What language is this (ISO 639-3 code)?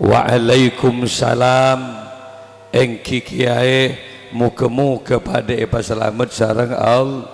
mad